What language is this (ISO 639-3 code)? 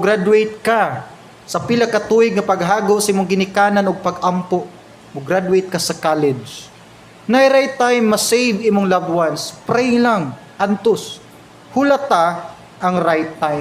ceb